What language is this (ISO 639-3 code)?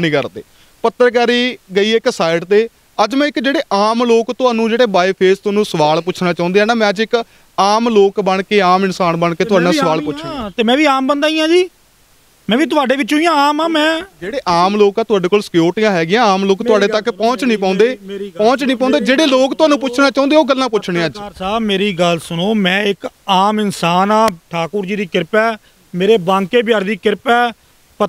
pan